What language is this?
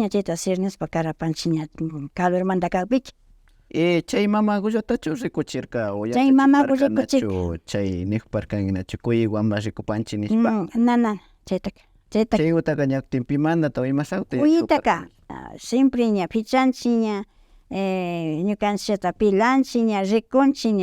Imbabura Highland Quichua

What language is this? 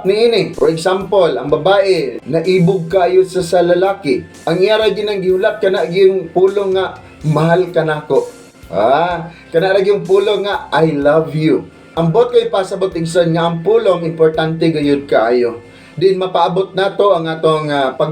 Cebuano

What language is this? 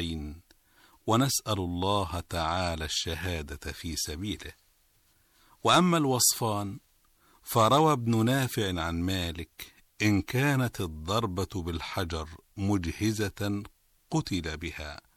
Arabic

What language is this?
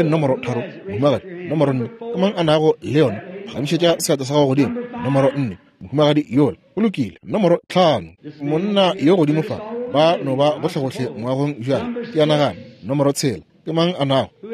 Northern Sotho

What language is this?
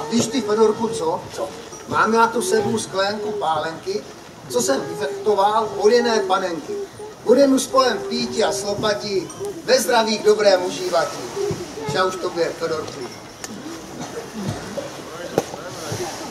Czech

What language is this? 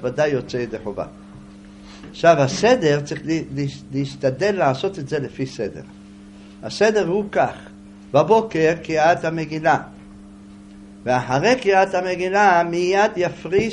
Hebrew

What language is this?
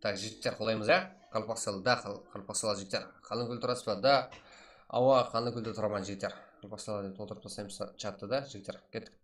Kara-Kalpak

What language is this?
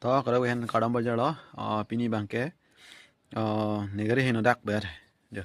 Karbi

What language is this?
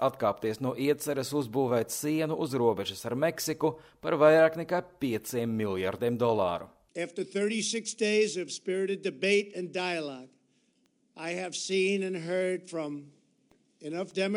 Latvian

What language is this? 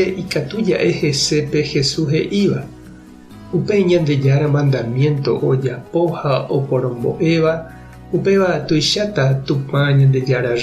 Guarani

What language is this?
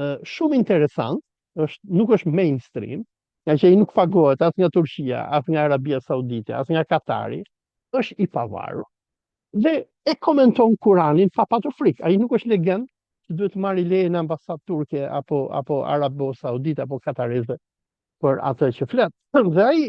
Albanian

